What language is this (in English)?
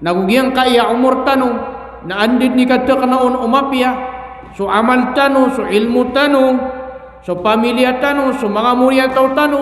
Maranao